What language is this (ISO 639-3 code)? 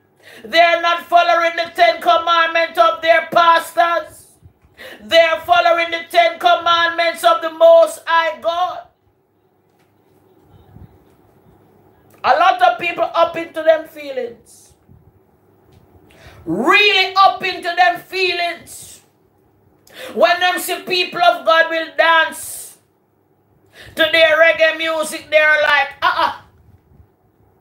eng